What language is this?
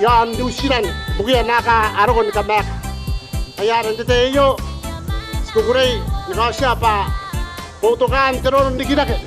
Gilbertese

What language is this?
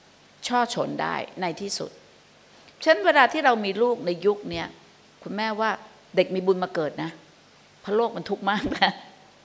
Thai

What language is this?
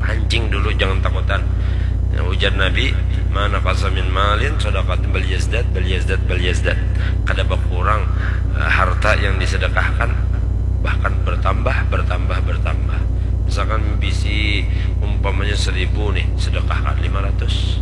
Banjar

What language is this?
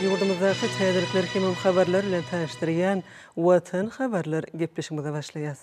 Turkmen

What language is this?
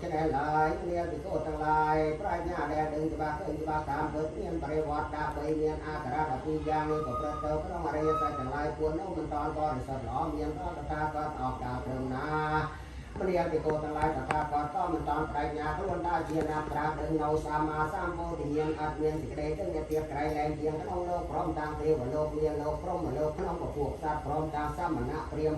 Khmer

